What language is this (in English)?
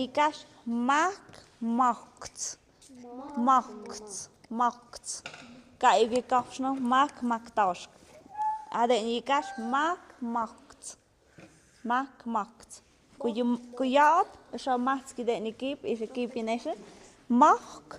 Tlahuitoltepec Mixe